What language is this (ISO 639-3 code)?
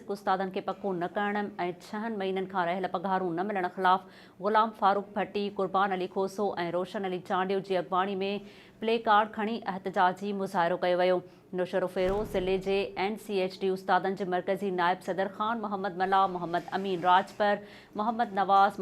snd